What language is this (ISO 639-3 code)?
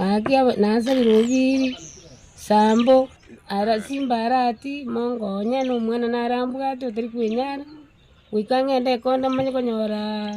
guz